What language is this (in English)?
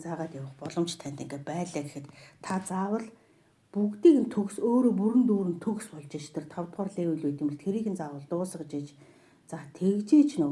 Mongolian